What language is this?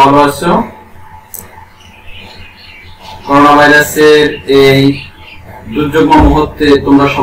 Bangla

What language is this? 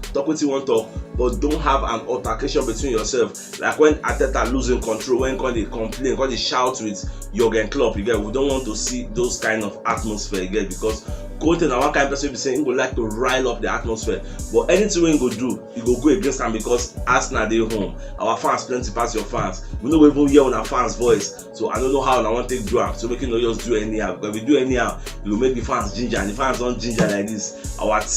Nigerian Pidgin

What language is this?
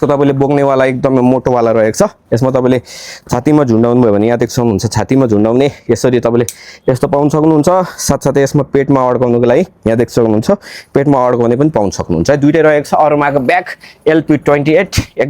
Nepali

